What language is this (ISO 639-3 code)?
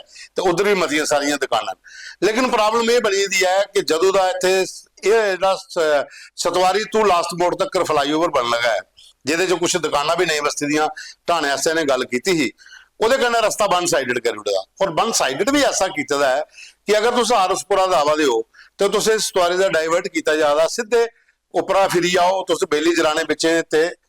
doi